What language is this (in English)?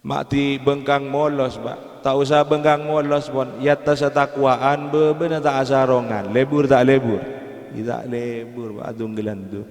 Madurese